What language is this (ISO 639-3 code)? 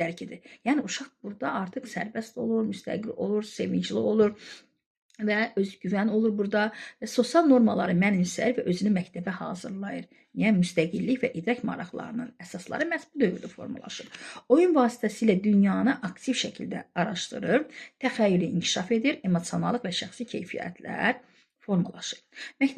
aze